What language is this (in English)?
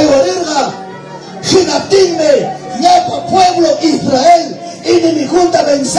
Ayacucho Quechua